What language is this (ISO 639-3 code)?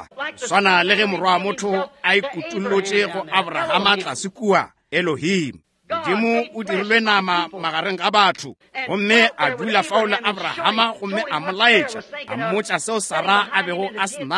nso